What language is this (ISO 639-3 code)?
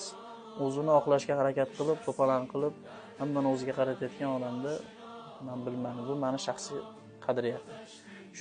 uzb